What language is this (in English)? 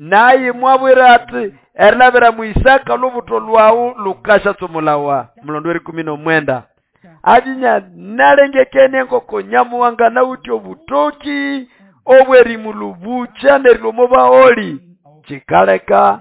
Nande